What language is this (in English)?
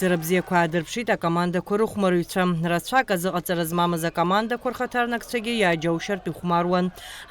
Abkhazian